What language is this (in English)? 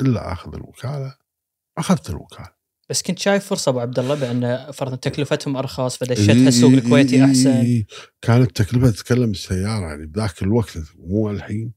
Gulf Arabic